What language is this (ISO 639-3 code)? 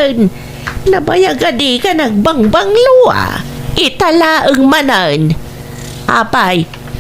ilo